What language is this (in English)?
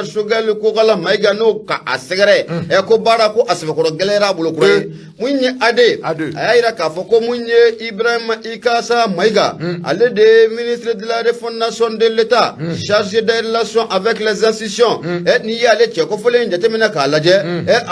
Bambara